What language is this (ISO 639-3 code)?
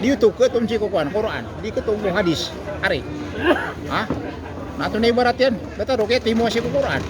mrw